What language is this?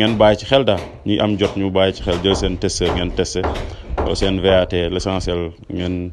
Wolof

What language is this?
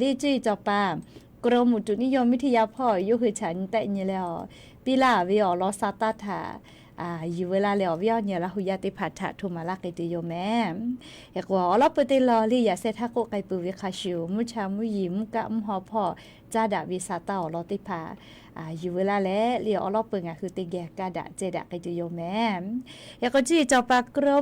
Lahu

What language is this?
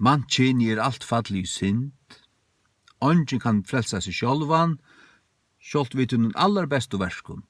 Faroese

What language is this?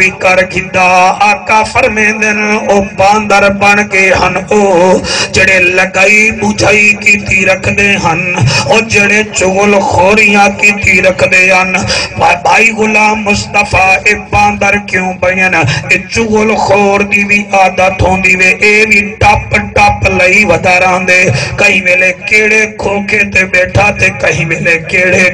Saraiki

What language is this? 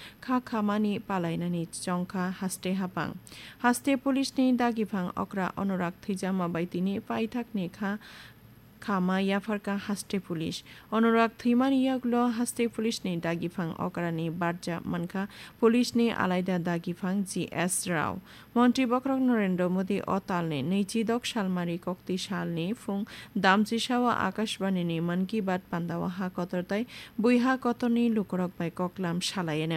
Kok Borok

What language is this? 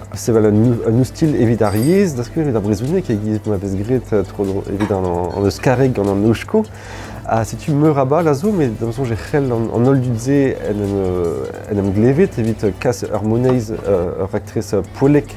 Breton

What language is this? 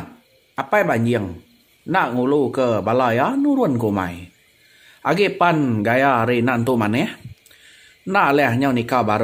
Iban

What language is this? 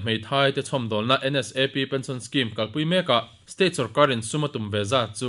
Mizo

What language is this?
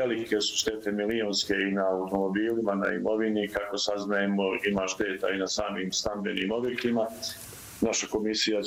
Bosnian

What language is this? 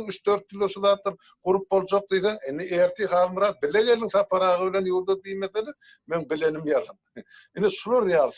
Turkmen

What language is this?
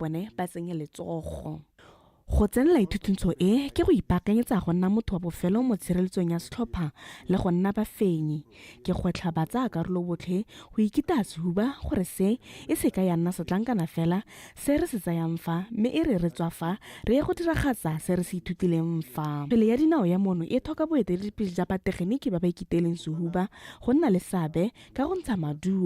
Tswana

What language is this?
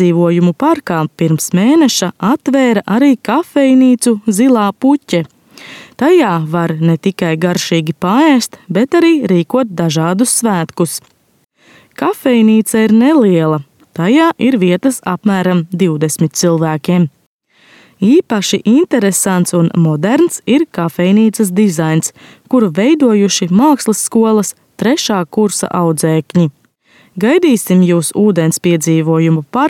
Latvian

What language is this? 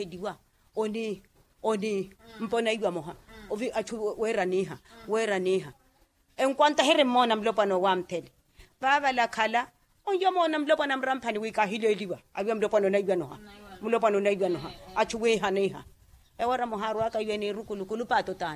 Makhuwa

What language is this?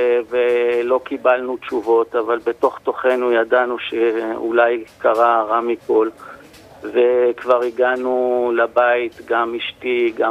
Hebrew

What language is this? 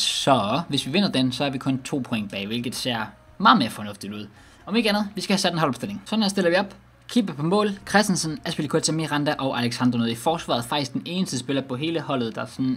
Danish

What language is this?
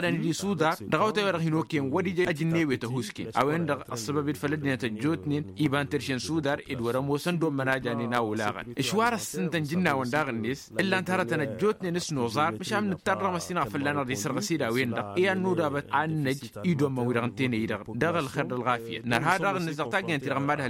Tamasheq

